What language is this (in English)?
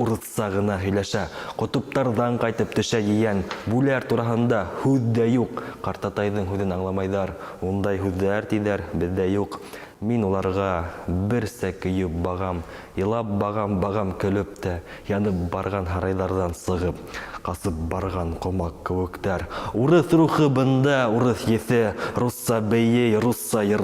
Bashkir